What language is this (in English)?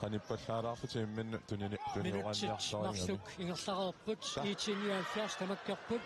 Kalaallisut